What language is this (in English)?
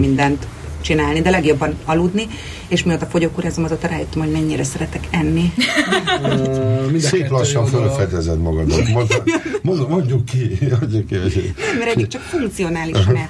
Hungarian